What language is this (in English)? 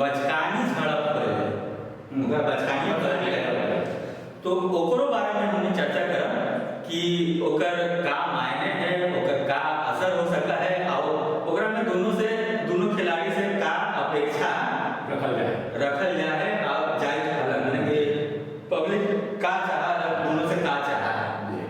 Magahi